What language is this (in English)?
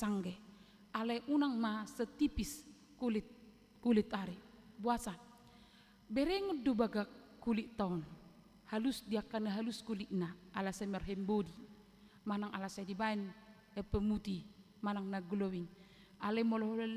Batak Toba